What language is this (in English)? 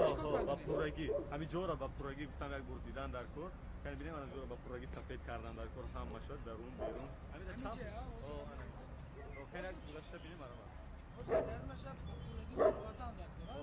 Tajik